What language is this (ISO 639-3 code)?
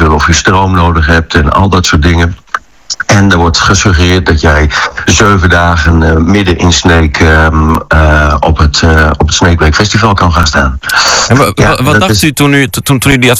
nld